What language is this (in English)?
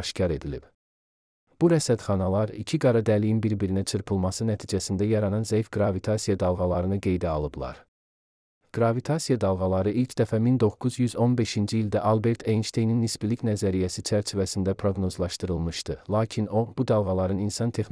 Azerbaijani